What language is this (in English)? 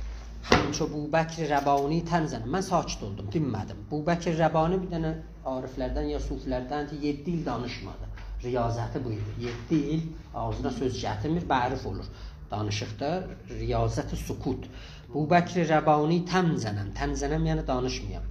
South Azerbaijani